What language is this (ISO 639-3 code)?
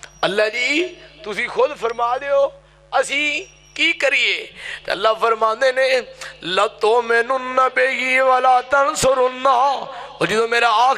lah